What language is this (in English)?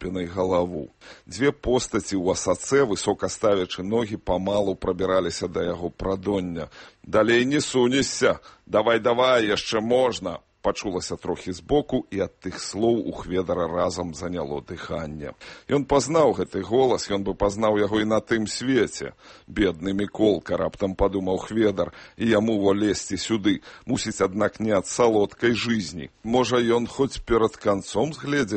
Belarusian